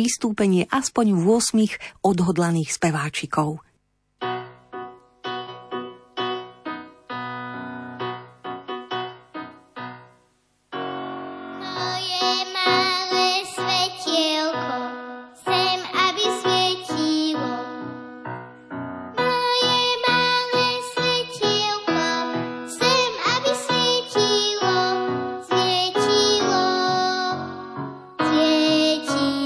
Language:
Slovak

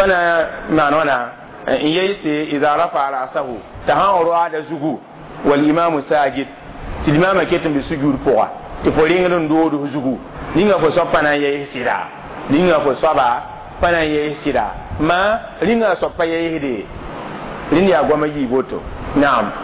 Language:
Mossi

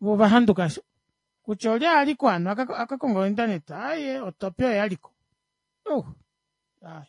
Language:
Kuanyama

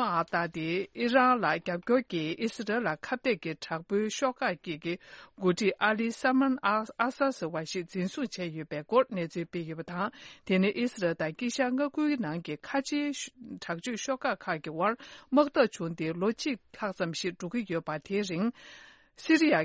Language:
Tibetan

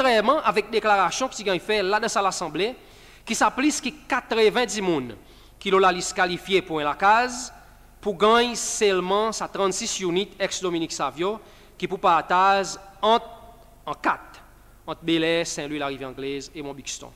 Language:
Seselwa Creole French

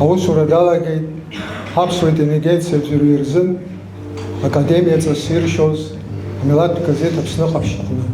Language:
Abkhazian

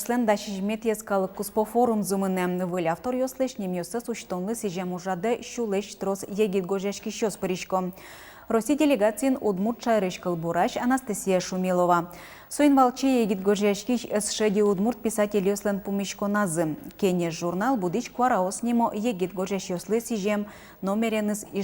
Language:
Udmurt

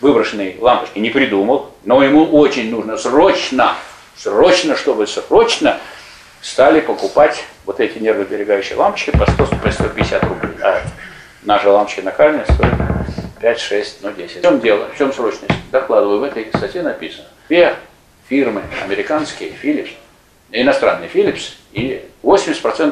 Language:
Russian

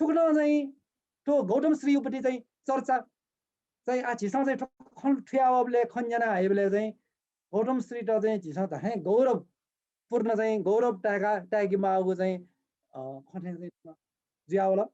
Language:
Newari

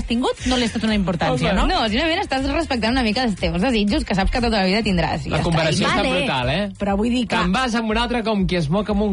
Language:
Catalan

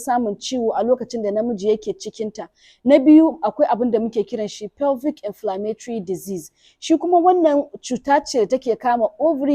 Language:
Hausa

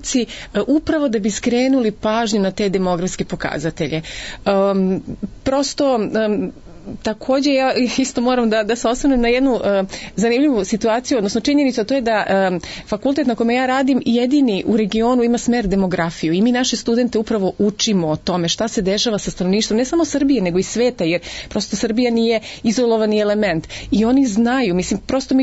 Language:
Serbian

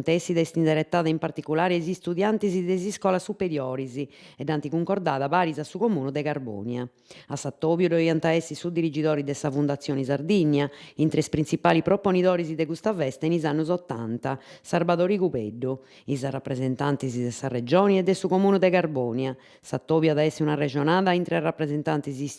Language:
Sardinian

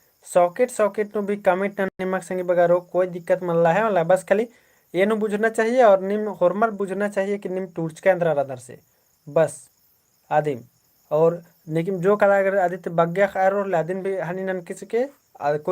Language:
Kurukh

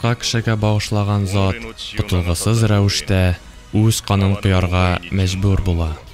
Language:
Tatar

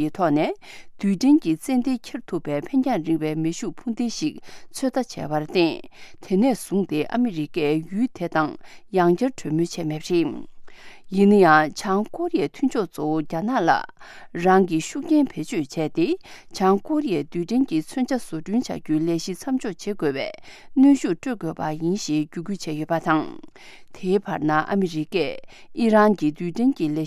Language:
Tibetan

